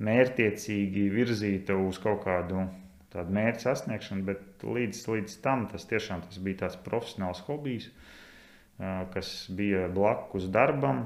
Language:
Latvian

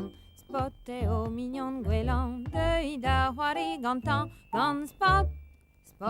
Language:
Breton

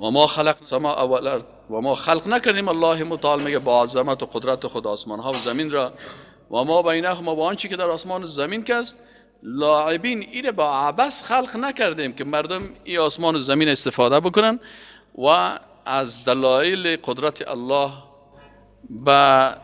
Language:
Persian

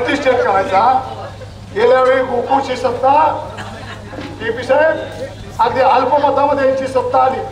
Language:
Marathi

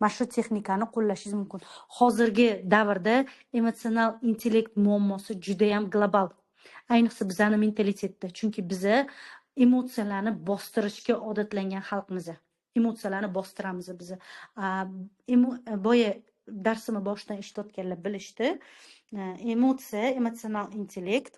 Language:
Uzbek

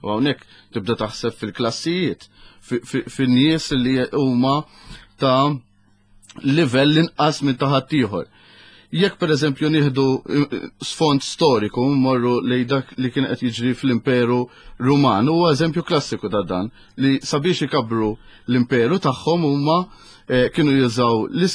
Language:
Maltese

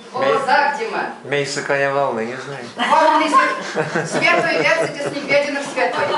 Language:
Erzya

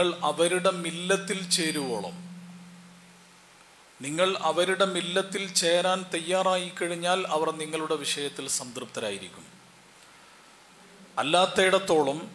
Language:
Malayalam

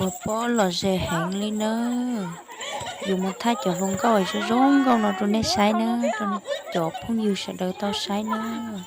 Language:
Hmong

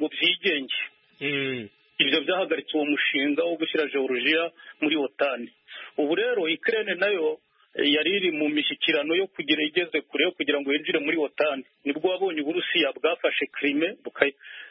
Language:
Kinyarwanda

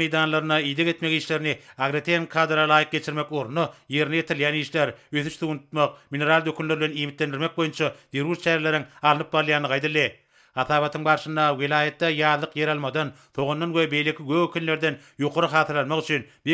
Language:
Turkmen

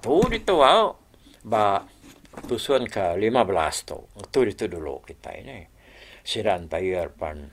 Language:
Iban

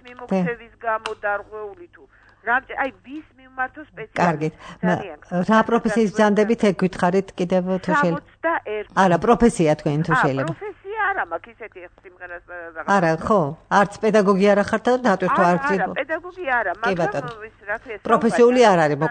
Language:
Georgian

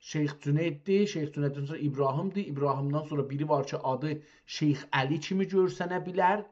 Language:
South Azerbaijani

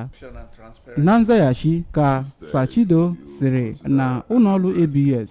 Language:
Igbo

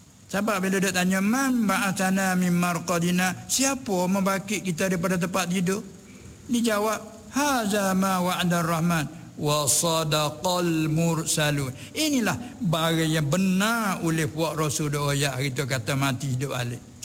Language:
Malay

